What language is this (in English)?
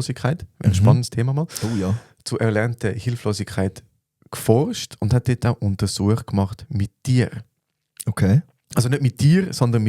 Swiss German